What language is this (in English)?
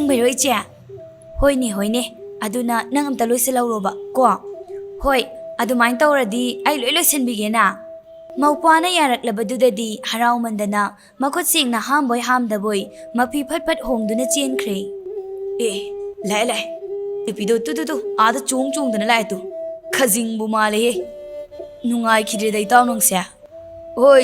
Manipuri